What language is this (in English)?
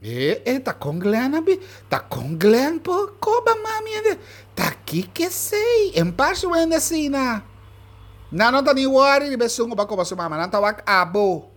Papiamento